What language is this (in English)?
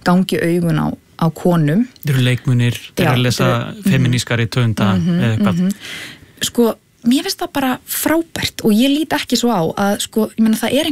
Icelandic